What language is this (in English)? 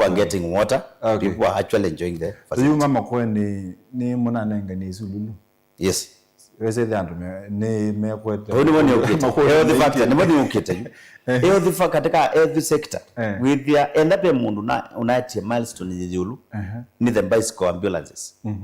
Kamba